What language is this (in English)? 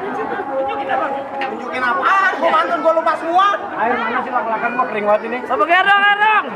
Betawi